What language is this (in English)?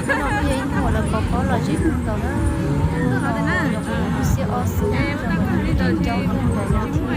Hmong